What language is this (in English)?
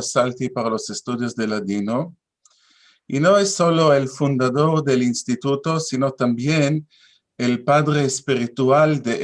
Ladino